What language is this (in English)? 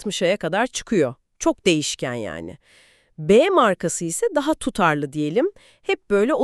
Turkish